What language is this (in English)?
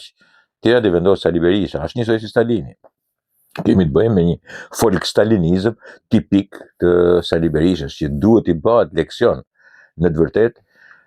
Albanian